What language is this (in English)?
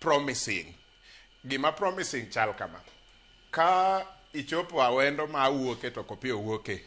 Luo (Kenya and Tanzania)